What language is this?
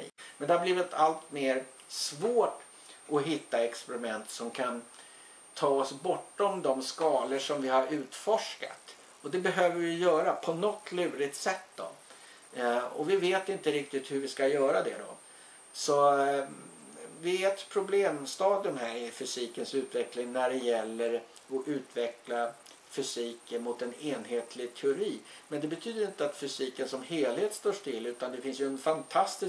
Swedish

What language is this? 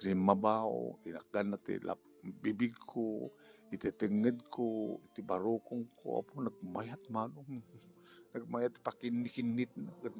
Iloko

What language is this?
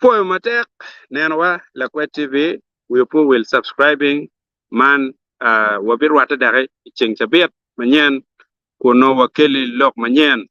Acoli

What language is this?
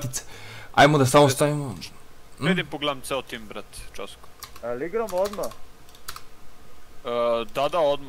Serbian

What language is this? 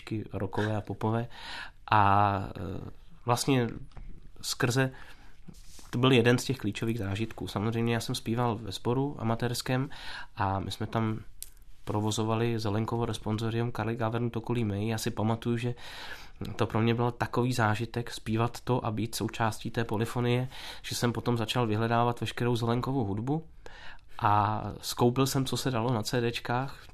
Czech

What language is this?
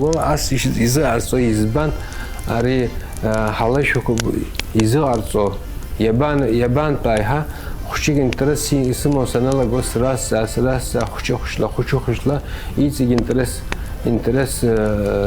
Abkhazian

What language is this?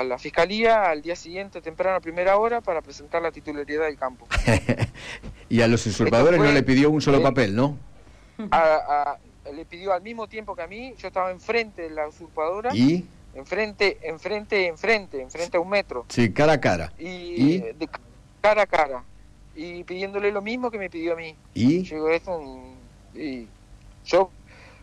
Spanish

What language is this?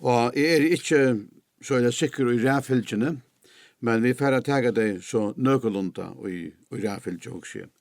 Faroese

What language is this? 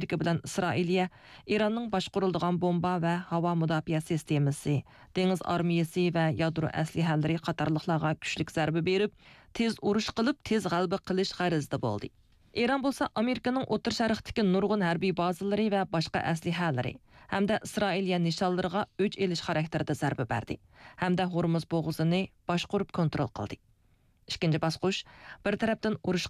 Uyghur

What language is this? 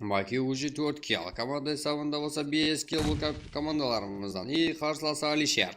Kara-Kalpak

